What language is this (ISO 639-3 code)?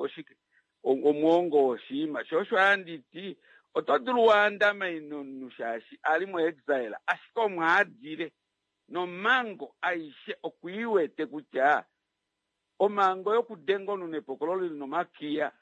kua